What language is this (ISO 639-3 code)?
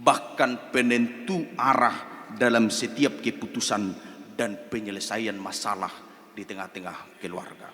bbc